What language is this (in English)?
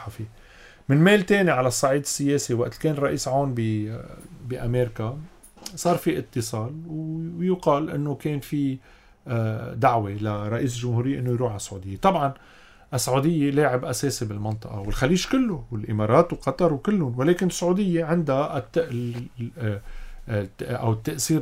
North Levantine Arabic